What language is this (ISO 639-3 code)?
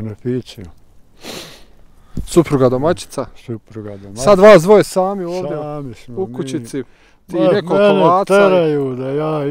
bos